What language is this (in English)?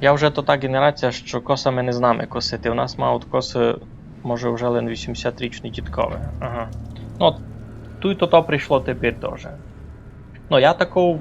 Rusyn